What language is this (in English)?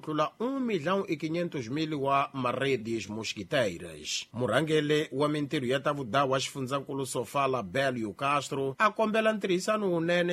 Tsonga